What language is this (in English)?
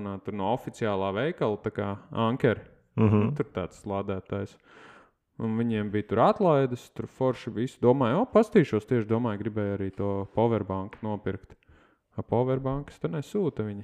Latvian